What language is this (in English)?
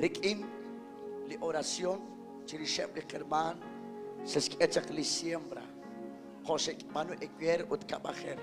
Kekchí